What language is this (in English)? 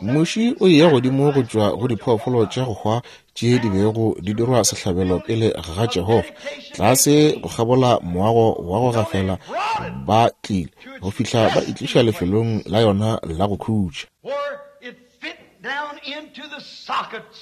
Northern Sotho